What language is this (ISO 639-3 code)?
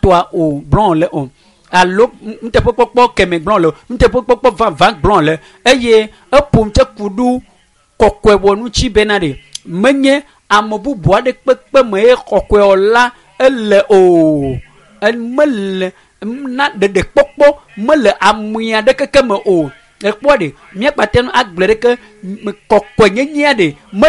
ewe